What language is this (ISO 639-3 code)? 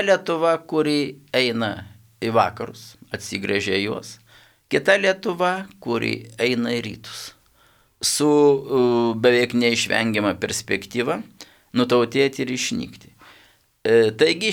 lit